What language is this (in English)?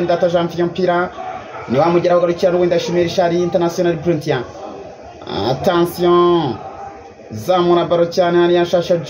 Kinyarwanda